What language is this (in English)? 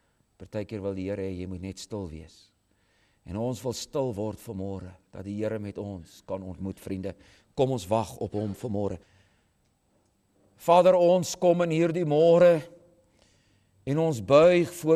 Afrikaans